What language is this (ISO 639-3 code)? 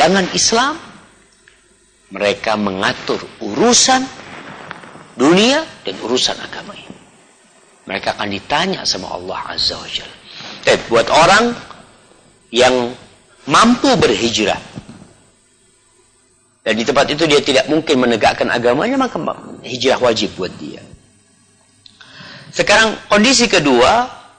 ind